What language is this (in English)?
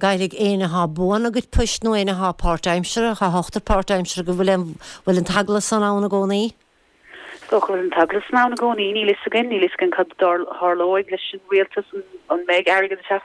Irish